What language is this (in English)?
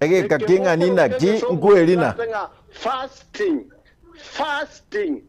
Gusii